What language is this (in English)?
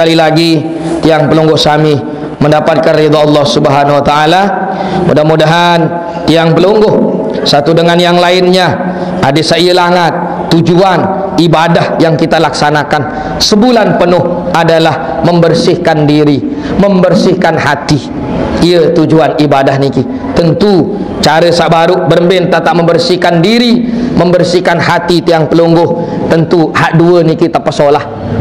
Sasak